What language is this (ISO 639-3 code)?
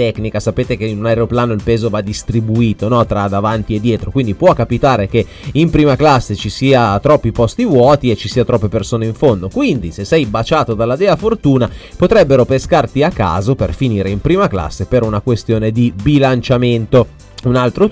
ita